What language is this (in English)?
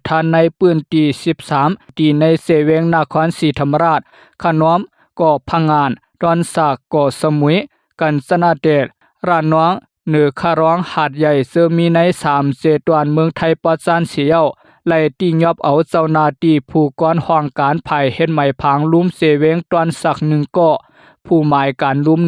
Lao